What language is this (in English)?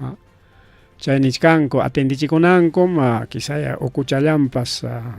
Ayacucho Quechua